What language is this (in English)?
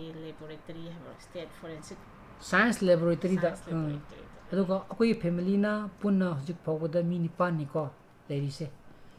Manipuri